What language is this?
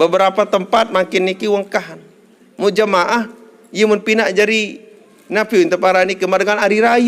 Sasak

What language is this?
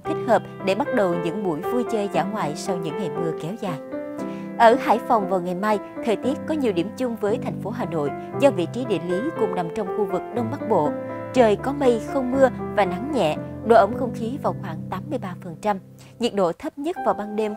Vietnamese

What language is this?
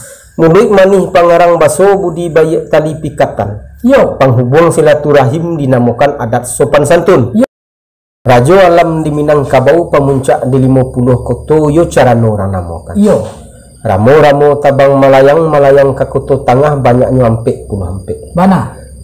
Minangkabau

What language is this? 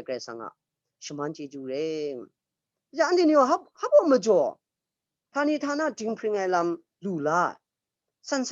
Kachin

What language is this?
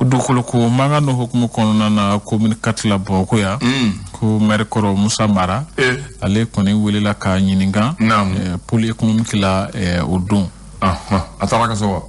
Bambara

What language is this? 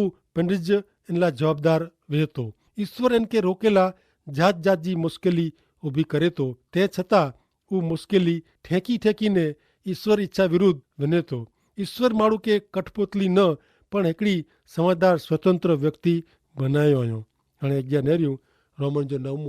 Kachhi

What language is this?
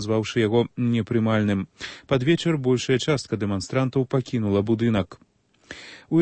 Belarusian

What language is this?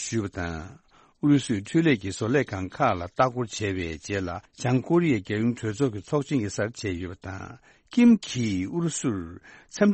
Tibetan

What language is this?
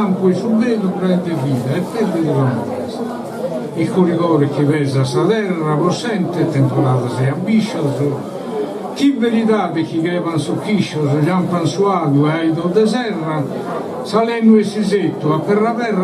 Sardinian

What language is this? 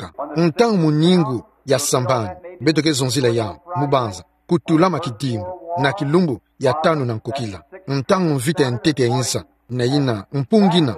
Kituba (Democratic Republic of Congo)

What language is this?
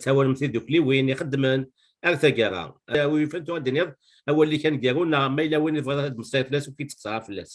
Kabyle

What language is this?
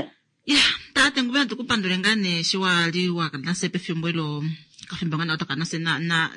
Kuanyama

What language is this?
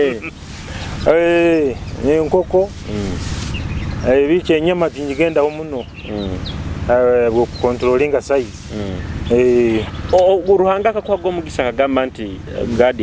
Nyoro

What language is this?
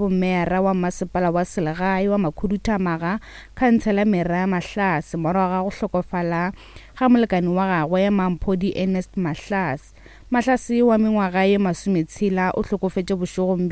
Northern Sotho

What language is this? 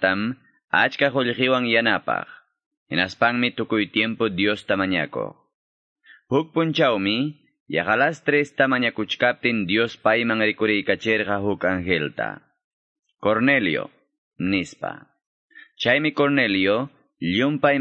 Quechua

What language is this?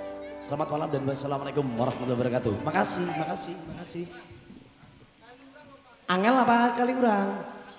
Indonesian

